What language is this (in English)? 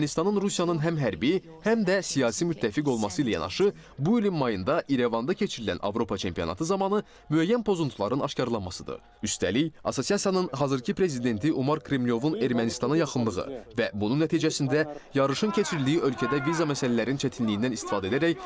Azerbaijani